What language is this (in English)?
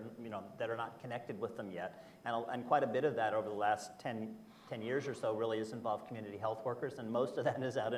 English